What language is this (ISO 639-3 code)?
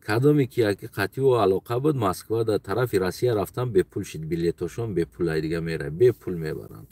tgk